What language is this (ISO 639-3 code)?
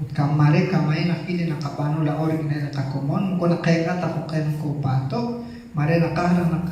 kek